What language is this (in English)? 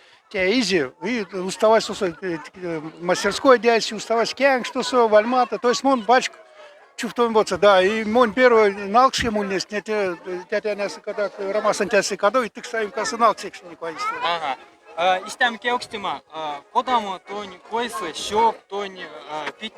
Moksha